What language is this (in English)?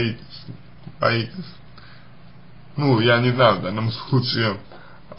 Russian